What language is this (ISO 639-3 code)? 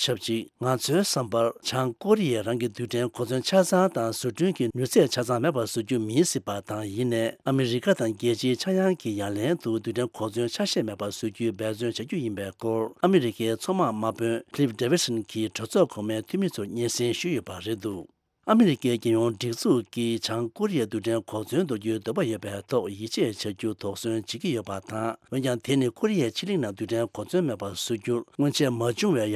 bod